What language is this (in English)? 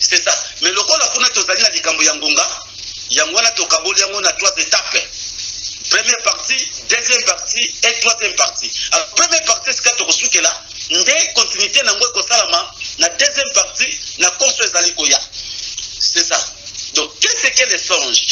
Lingala